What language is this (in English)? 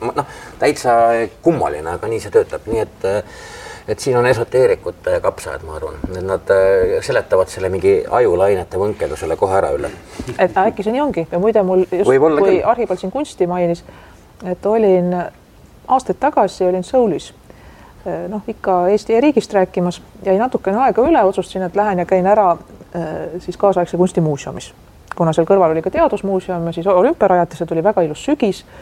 Estonian